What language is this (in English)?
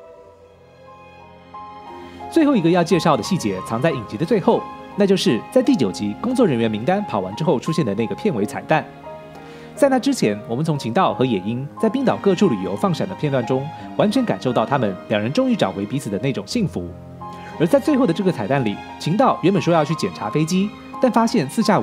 Chinese